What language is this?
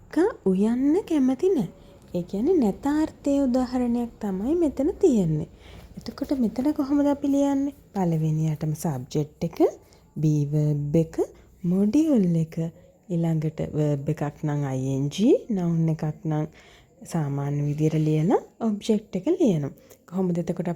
Sinhala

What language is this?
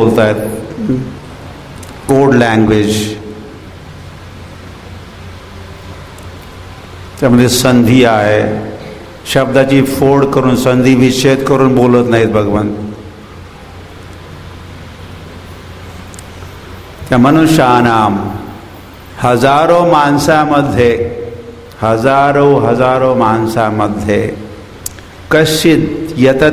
Marathi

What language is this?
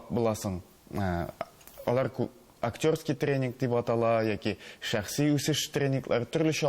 Tatar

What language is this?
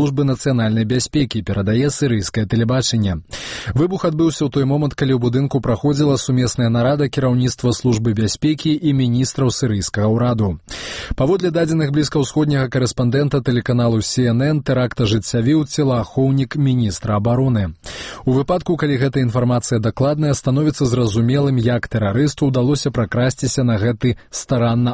Belarusian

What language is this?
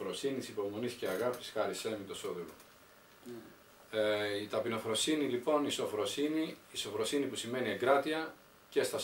Greek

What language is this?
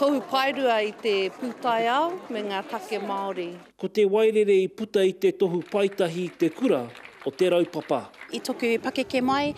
Māori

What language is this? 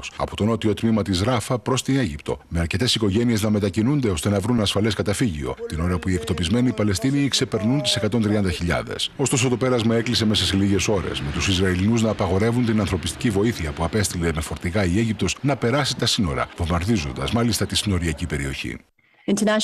Greek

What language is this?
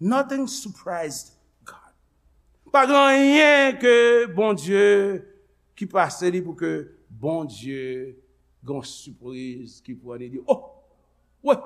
Haitian Creole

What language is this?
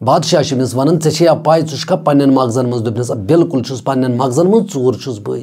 Kashmiri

